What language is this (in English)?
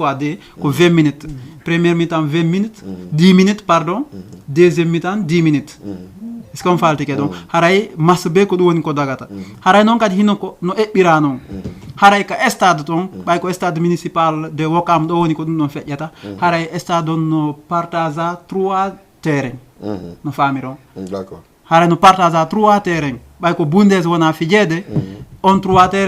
Fula